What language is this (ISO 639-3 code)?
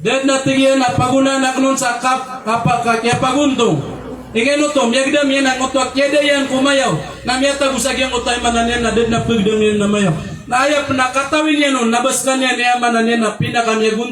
mrw